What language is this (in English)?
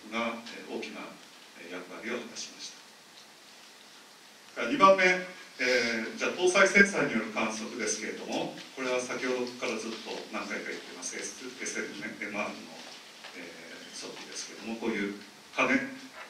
Japanese